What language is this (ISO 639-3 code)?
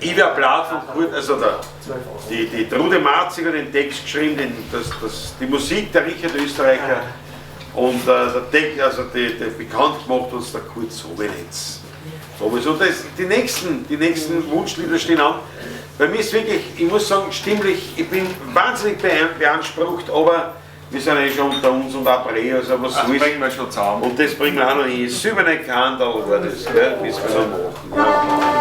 bar